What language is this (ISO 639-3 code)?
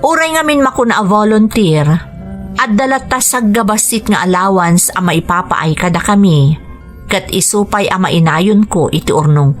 ilo